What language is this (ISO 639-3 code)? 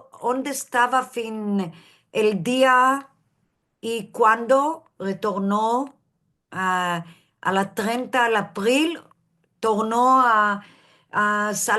lad